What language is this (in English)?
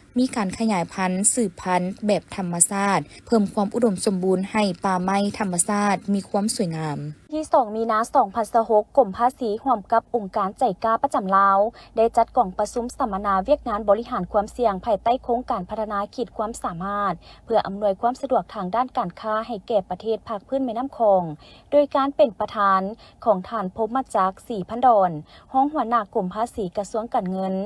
Lao